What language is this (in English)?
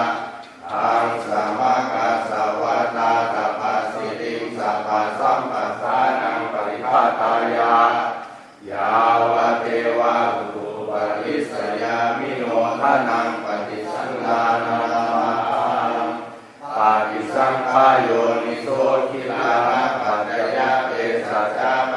Pali